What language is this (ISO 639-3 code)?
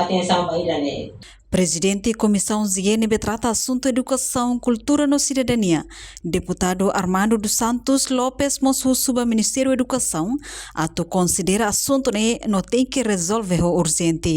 tet